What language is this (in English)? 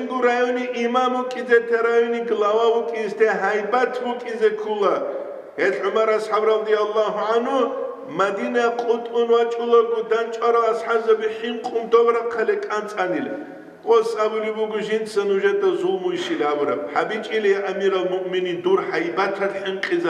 Avaric